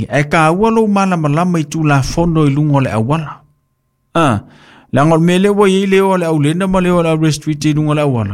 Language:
Samoan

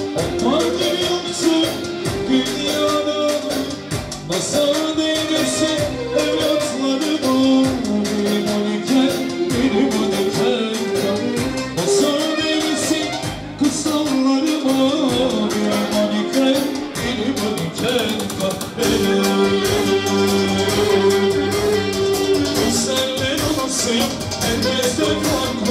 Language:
Turkish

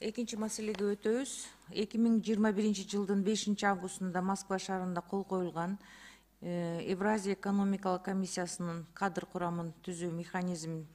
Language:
Kyrgyz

